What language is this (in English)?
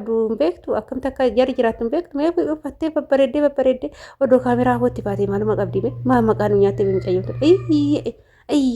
Oromo